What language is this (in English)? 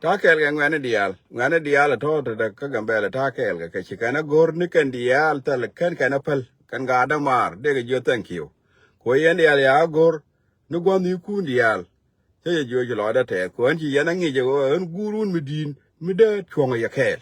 Nuer